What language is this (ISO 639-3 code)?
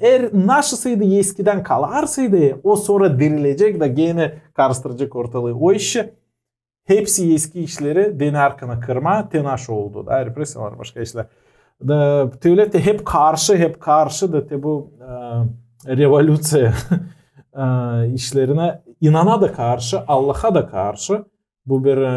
gag